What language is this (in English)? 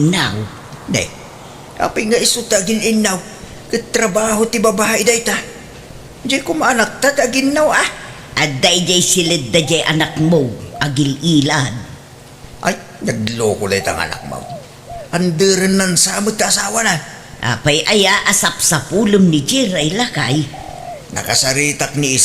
Iloko